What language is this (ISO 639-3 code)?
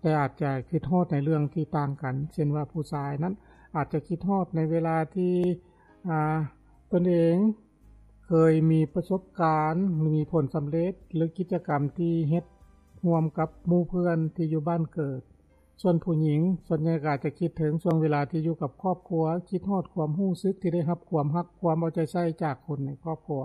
lao